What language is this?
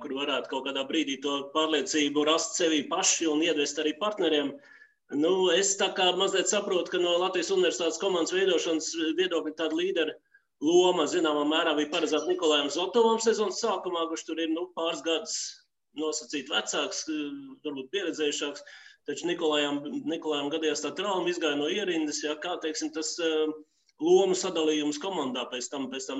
Latvian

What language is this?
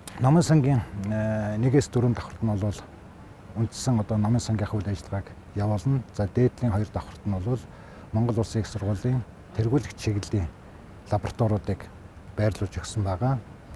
Mongolian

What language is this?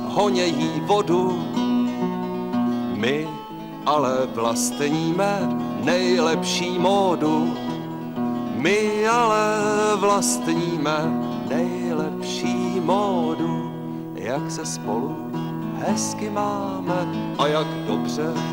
Czech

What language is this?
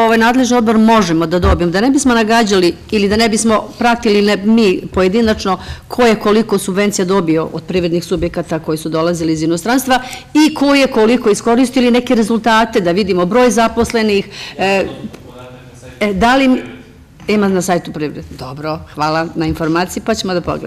Serbian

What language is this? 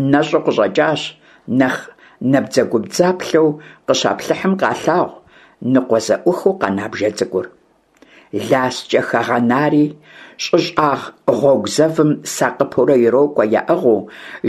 Kabardian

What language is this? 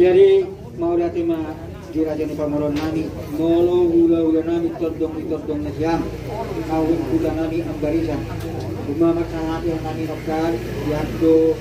Batak Toba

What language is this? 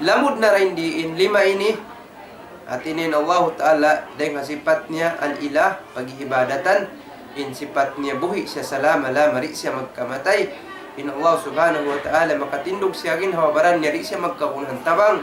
Tausug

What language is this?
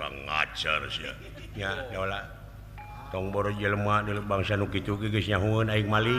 Sundanese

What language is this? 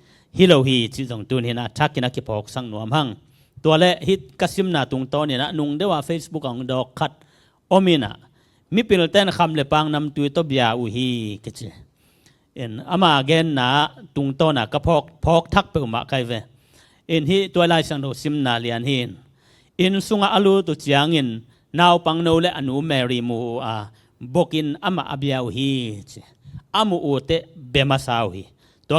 Tedim Chin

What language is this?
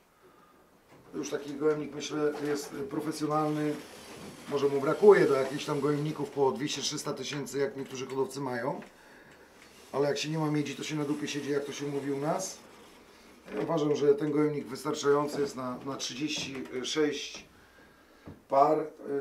Polish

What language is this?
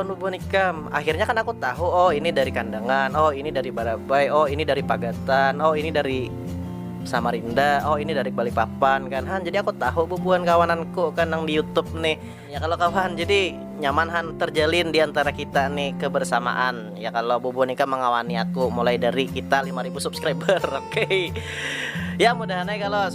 Banjar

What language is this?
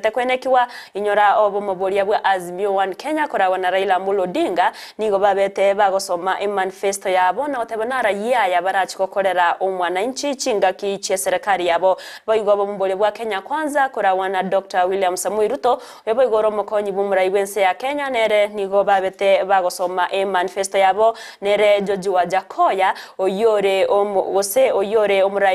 Gusii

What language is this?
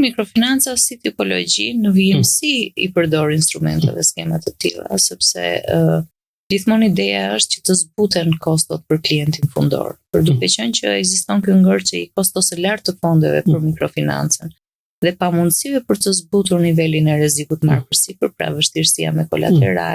Albanian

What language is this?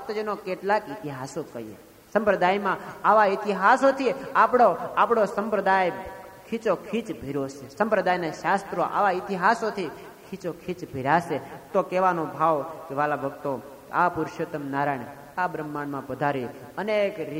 Gujarati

